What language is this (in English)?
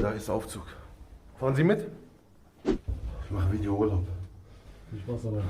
Swiss German